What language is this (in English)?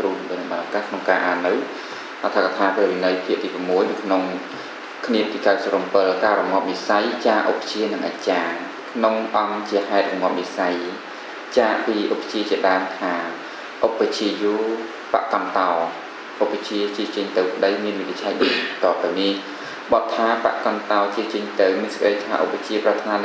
Khmer